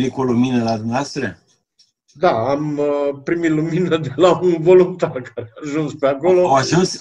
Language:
Romanian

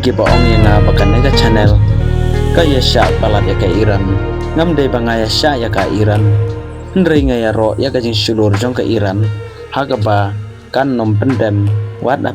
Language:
Khasi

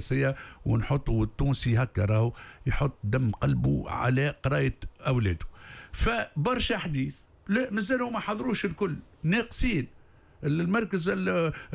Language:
Tunisian Arabic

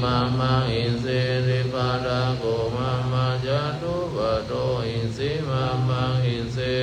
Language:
Pali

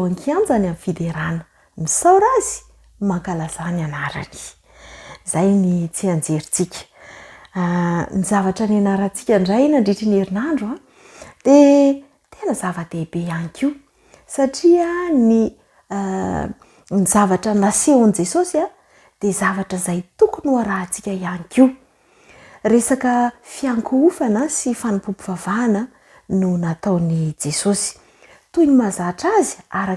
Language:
Malagasy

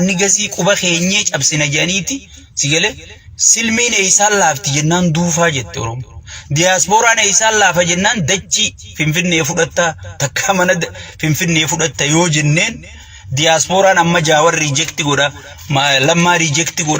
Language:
Oromo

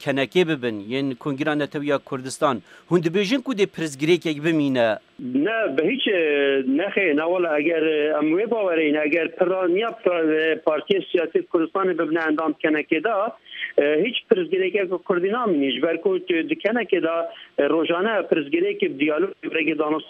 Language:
Kurdish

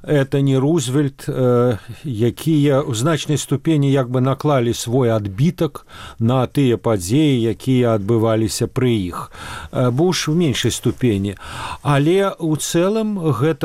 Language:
Belarusian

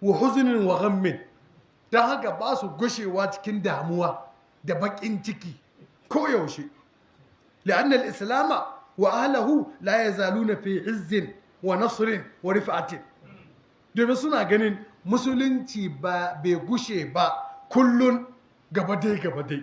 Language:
Hausa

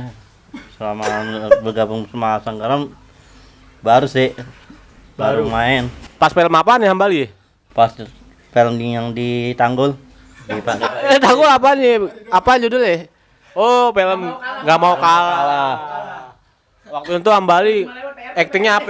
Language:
Betawi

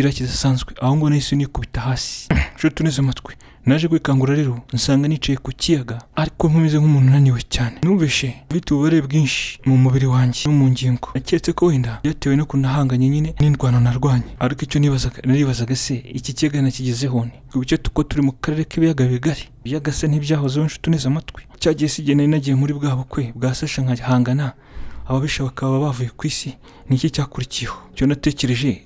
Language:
Kinyarwanda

